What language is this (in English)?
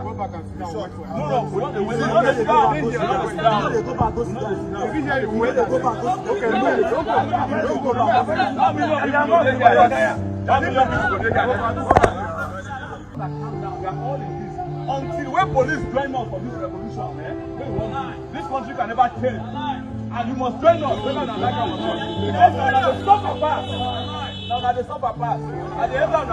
Nigerian Pidgin